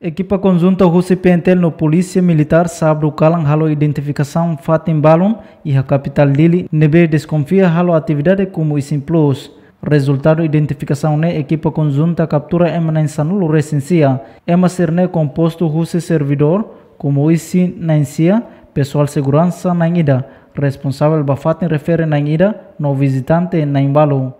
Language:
Tetum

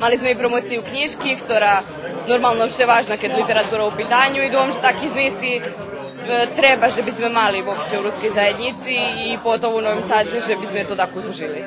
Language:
Rusyn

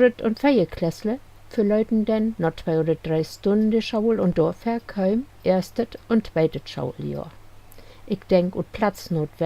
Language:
Low German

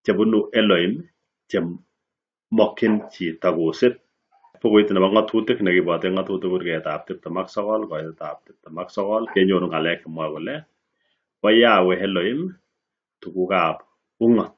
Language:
Kalenjin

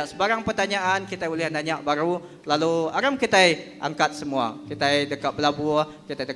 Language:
Iban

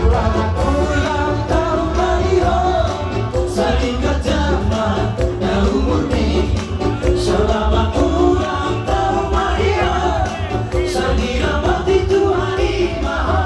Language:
Batak Toba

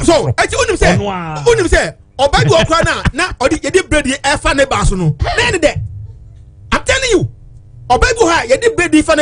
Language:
Akan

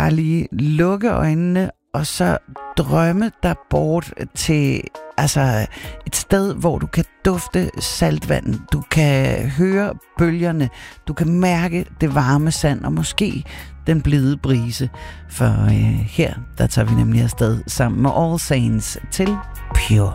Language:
Danish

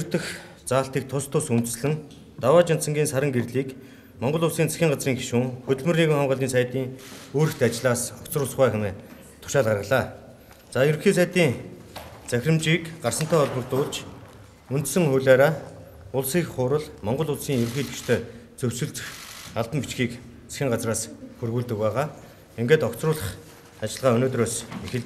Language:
Mongolian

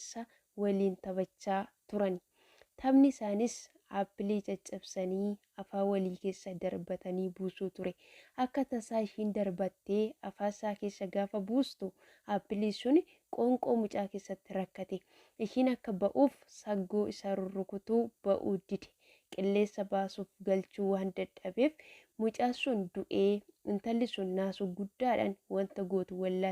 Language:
Oromo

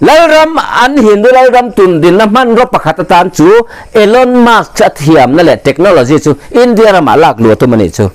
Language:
Mizo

